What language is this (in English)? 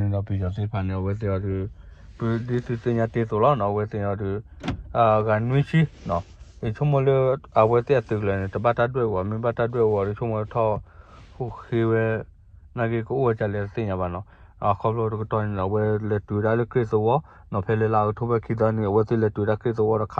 S'gaw Karen